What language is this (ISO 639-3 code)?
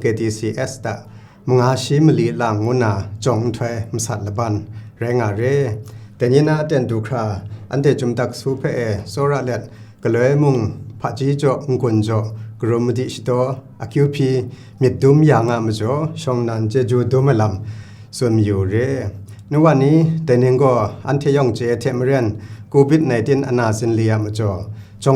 kac